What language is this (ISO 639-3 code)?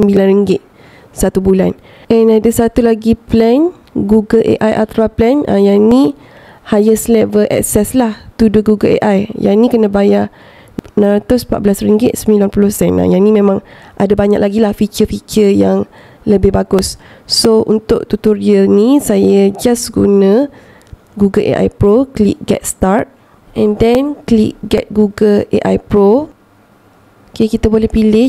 msa